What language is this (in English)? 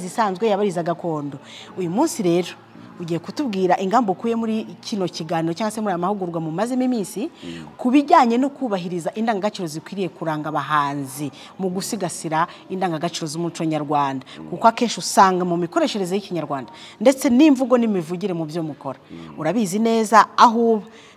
Kinyarwanda